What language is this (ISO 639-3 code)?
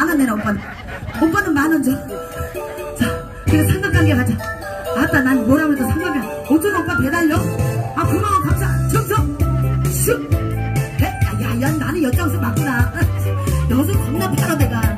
kor